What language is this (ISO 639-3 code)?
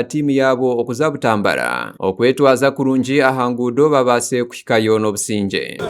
nyn